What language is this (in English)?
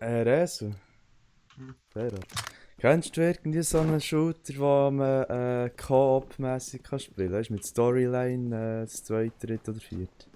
Swiss German